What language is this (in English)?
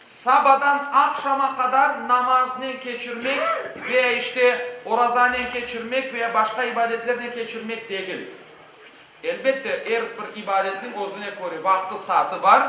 Crimean Tatar